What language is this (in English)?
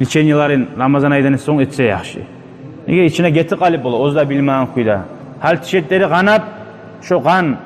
Kumyk